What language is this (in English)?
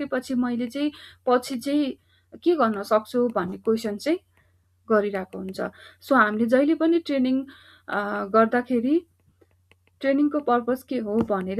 Nepali